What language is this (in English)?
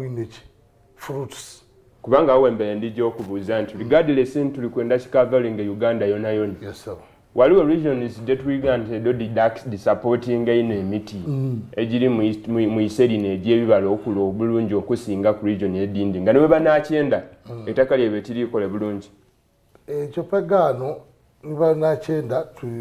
Soga